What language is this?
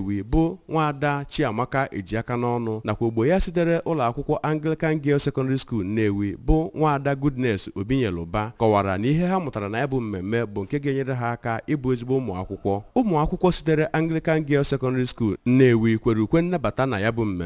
Igbo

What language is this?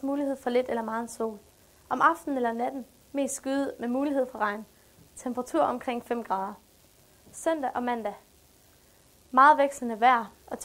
Danish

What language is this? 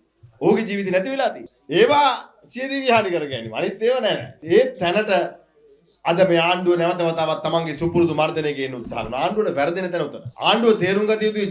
Sinhala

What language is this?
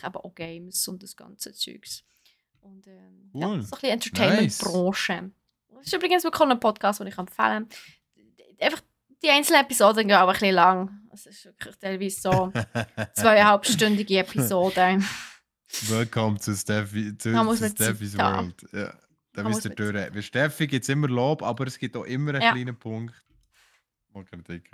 Swiss German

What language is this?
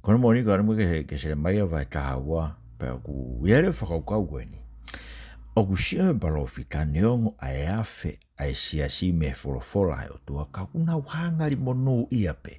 Tongan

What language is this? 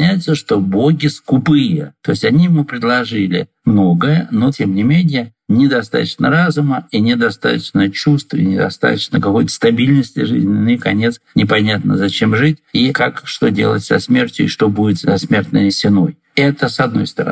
Russian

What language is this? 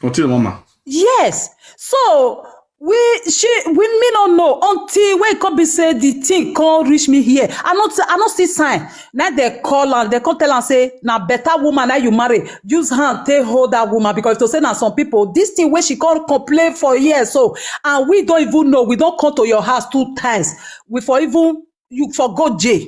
Nigerian Pidgin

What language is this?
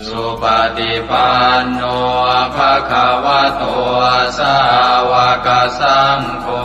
Pali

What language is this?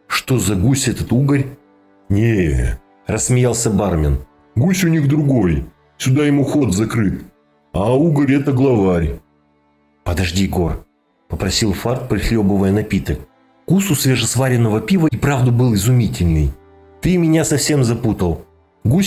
Russian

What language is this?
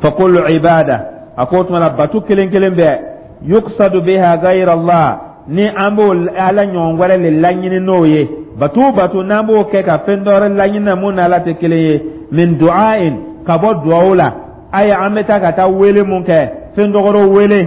Dyula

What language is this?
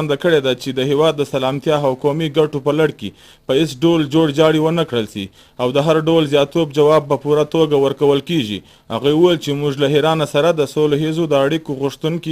Pashto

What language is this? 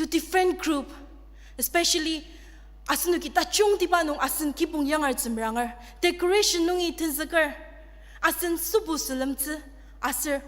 Ao Naga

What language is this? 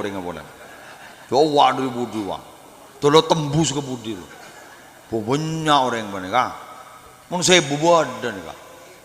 Madurese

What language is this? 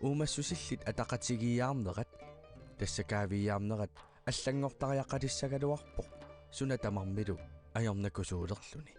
Kalaallisut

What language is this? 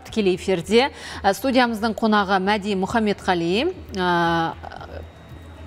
Kazakh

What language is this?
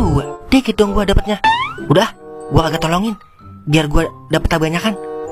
Betawi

